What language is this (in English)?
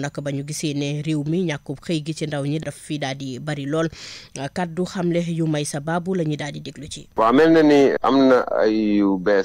Wolof